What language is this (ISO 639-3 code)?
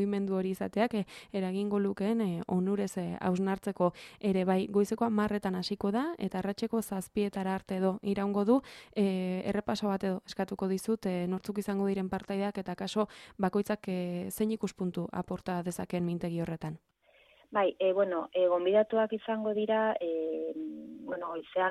eus